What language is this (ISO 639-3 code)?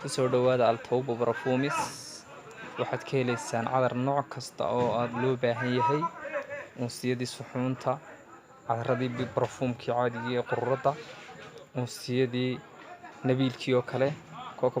som